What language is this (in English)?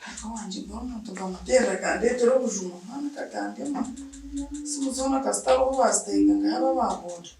Nyankole